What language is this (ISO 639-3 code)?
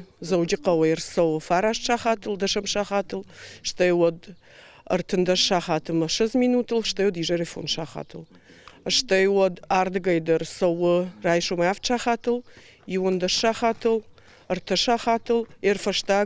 oss